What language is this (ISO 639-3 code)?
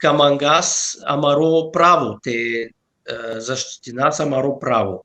rmn